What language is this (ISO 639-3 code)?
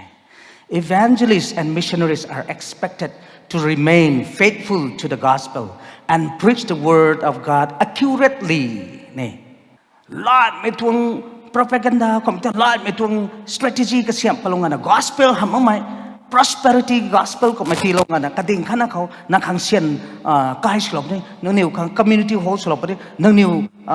nbu